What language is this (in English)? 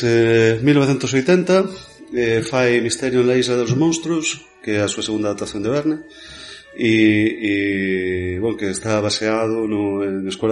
Galician